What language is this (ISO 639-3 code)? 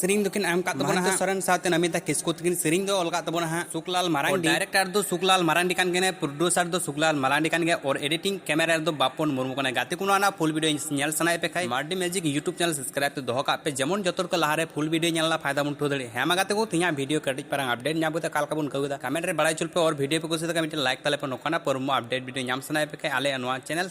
sat